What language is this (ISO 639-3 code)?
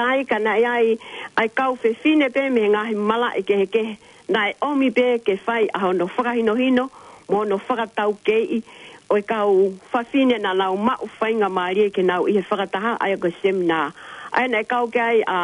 ton